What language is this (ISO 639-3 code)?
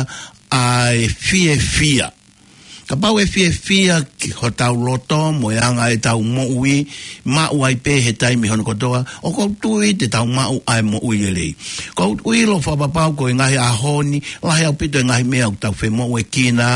ton